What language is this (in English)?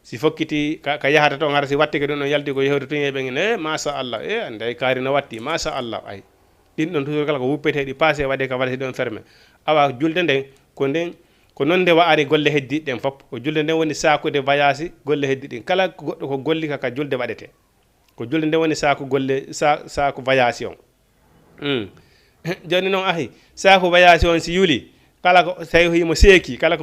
Fula